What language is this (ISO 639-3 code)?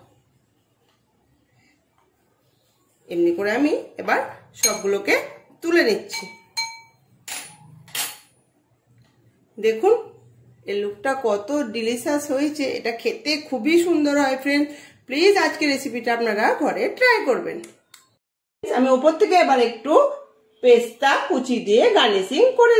ben